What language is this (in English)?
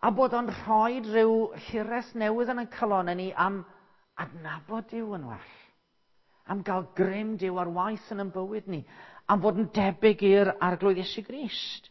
Welsh